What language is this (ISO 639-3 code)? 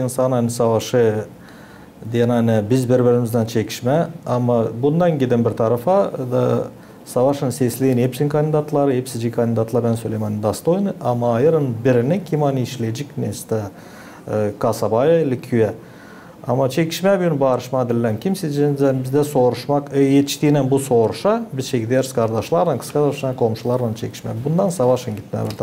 gag